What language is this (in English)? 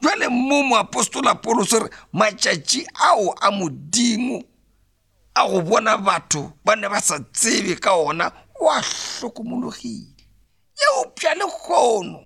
Northern Sotho